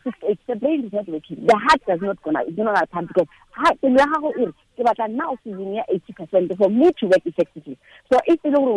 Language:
Tswana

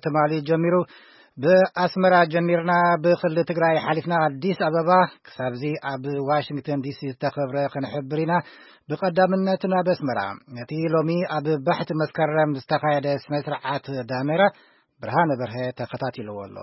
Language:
Tigrinya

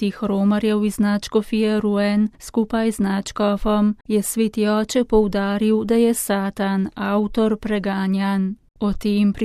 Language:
Slovenian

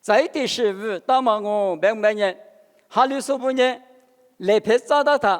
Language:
Lisu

